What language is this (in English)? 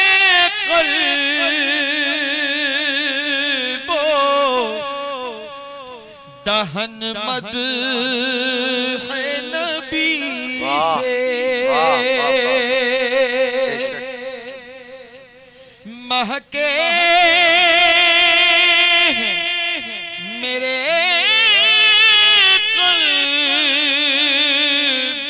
Urdu